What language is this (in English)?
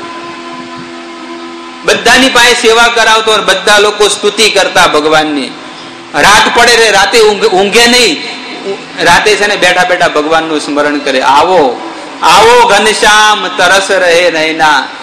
Gujarati